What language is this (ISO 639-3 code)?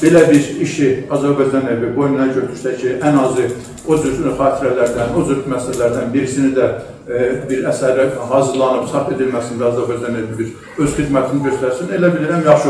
azb